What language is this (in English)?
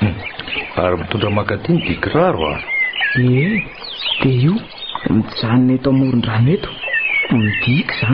Malagasy